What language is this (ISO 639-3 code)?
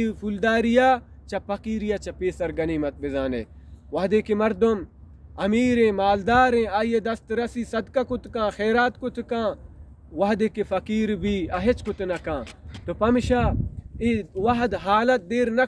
bal